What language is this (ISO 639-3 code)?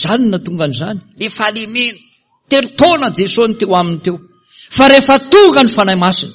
mlg